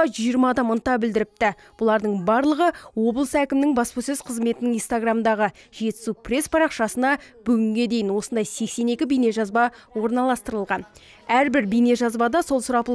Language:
Kazakh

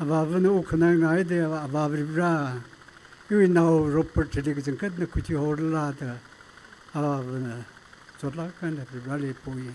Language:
Tangkhul Naga (India)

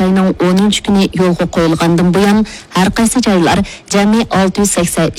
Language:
Uyghur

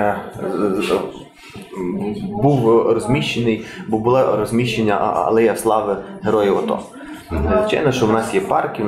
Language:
Ukrainian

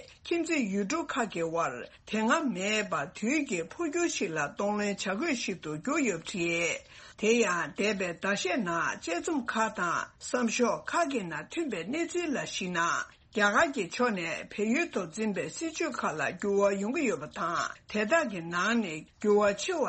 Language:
Tibetan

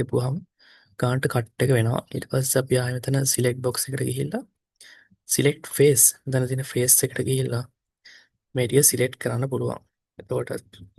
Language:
Sinhala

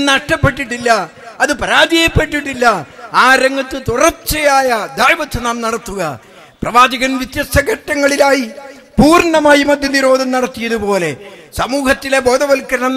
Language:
Malayalam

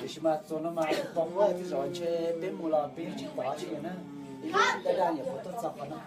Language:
Hmong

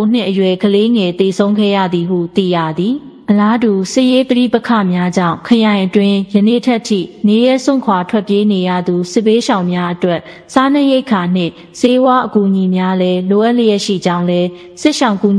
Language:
Burmese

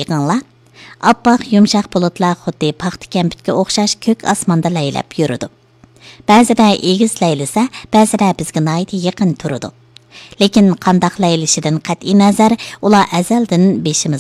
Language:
Uyghur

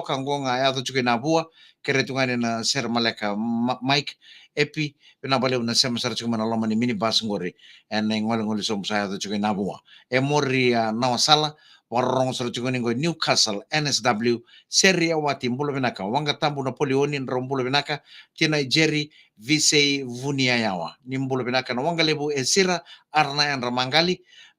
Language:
Fijian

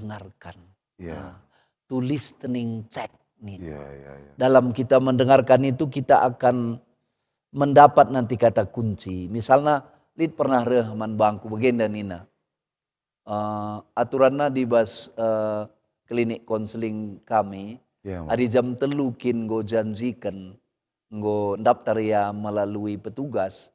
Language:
Batak Karo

